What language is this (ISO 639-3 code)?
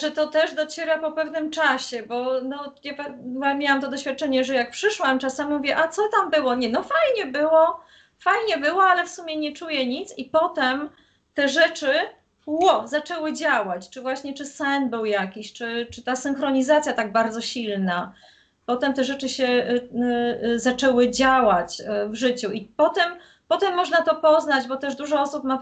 pol